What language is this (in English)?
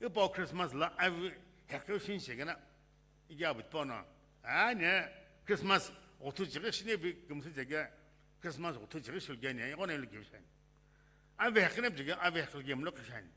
Sumi Naga